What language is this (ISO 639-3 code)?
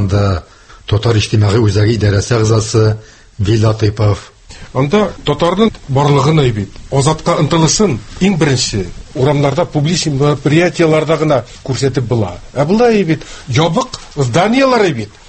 tat